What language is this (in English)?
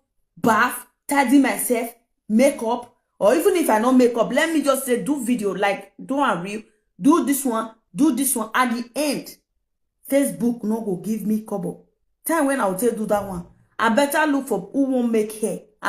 Nigerian Pidgin